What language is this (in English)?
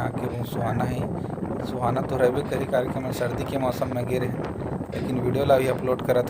Chhattisgarhi